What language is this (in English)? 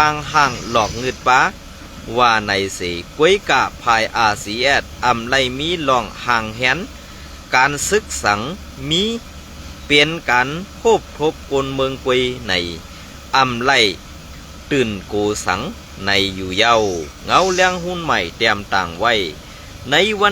Shan